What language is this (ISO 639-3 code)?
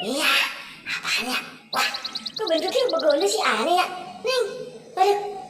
bew